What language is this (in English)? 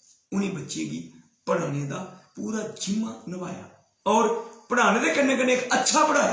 Dogri